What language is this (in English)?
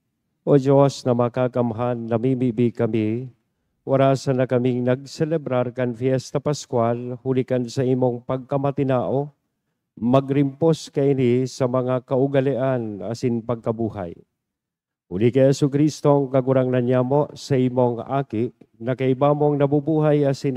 Bikol